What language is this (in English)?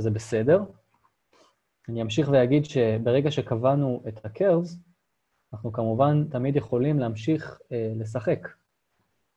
Hebrew